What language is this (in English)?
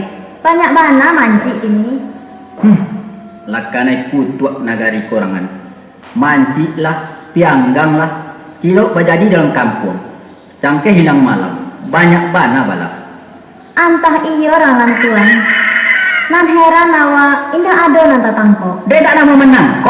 Minangkabau